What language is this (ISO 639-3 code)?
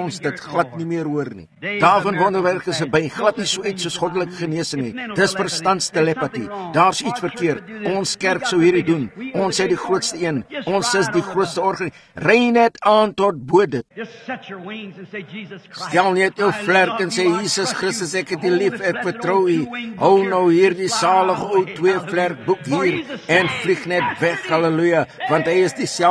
afr